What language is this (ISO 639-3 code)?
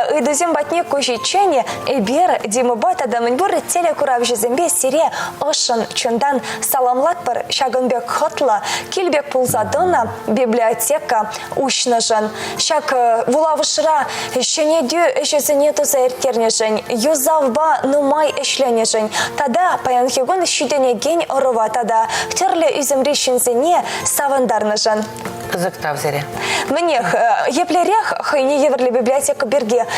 chv